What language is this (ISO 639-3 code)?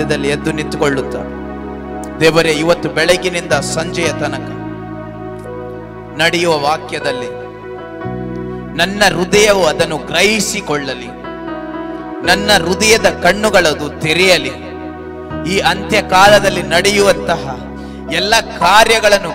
kan